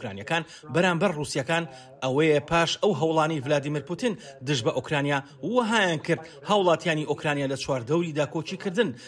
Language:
Central Kurdish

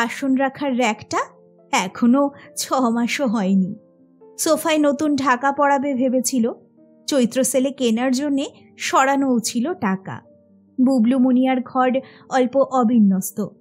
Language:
Bangla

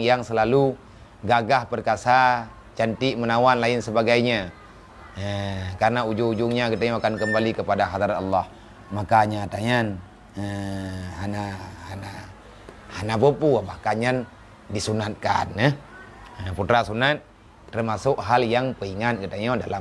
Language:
Achinese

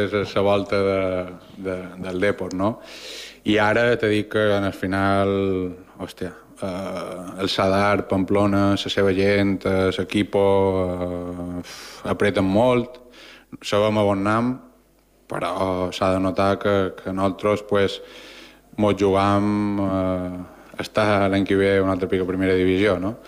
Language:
Catalan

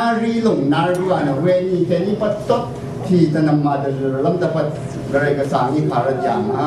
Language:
Rawang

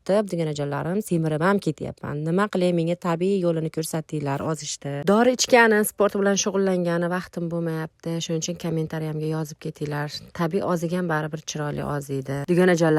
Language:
Uzbek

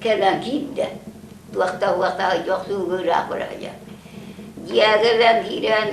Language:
Yakut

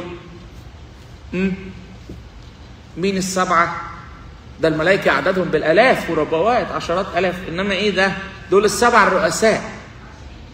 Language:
Egyptian Arabic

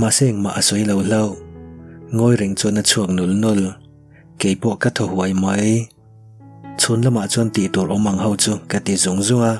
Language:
Mizo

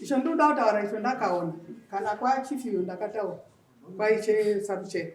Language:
Shona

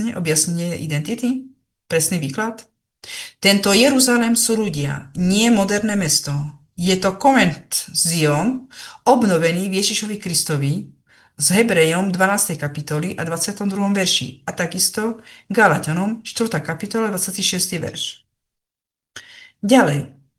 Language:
Slovak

